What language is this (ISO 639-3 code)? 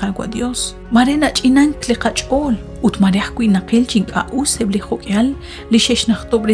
kek